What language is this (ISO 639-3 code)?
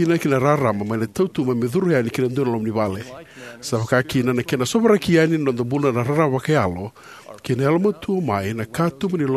fij